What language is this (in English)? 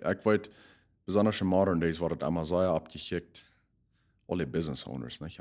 Plautdietsch